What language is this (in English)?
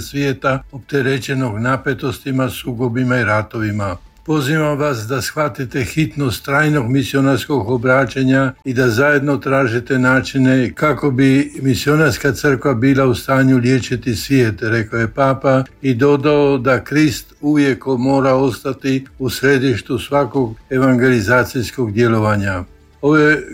Croatian